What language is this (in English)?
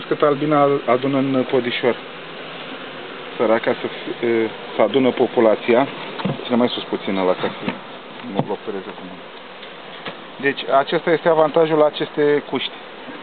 Romanian